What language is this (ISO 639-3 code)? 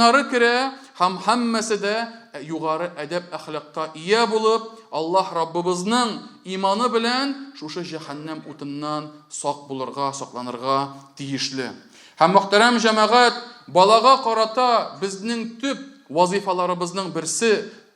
tat